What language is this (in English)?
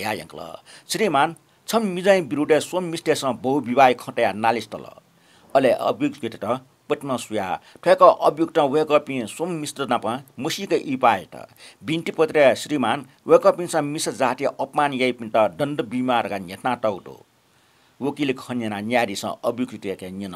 Newari